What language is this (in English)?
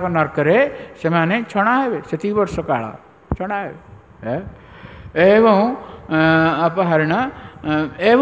Odia